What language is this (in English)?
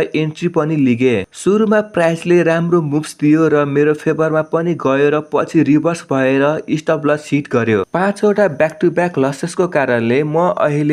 Nepali